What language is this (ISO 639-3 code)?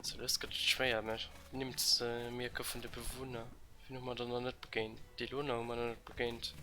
ltz